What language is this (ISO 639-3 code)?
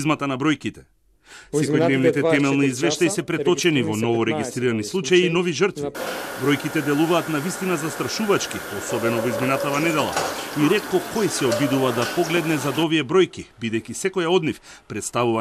mkd